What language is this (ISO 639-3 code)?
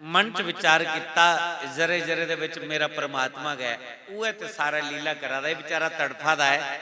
doi